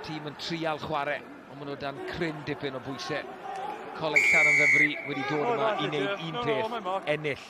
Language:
Welsh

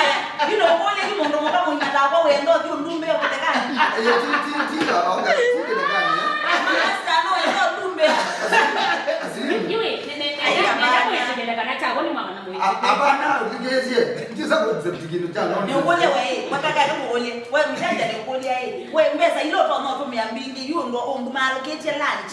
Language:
Kamba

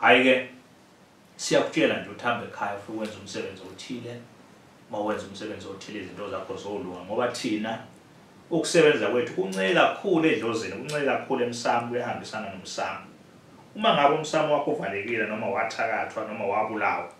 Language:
Zulu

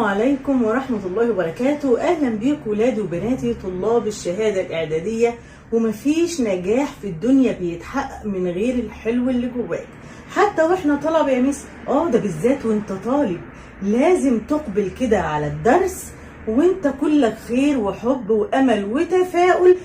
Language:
Egyptian Arabic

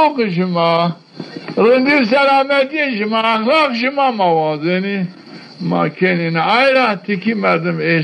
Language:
Zaza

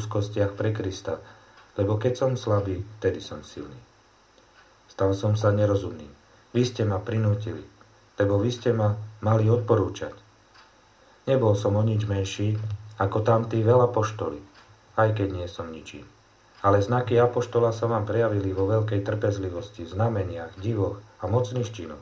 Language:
Slovak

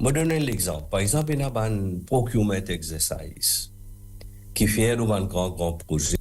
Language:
Morisyen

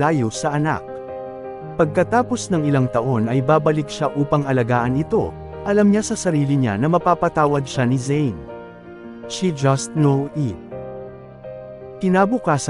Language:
Filipino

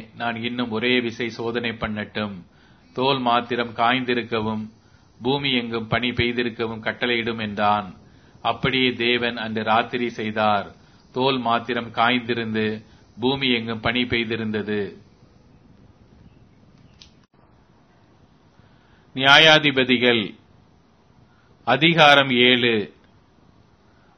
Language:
Tamil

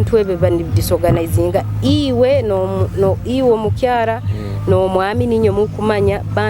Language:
Nyoro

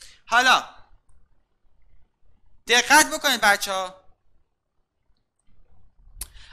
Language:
Persian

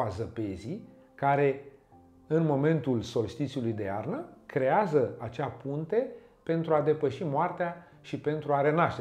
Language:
Romanian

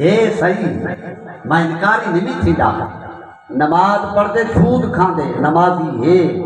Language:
Saraiki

